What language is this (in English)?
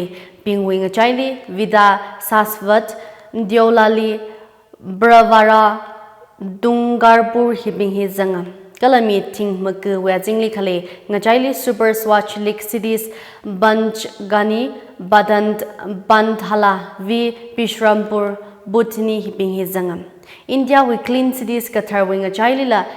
Tangkhul Naga (India)